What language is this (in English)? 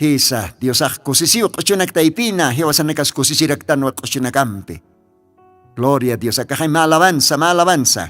Aymara